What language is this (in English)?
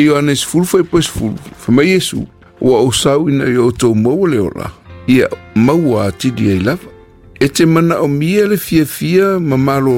Samoan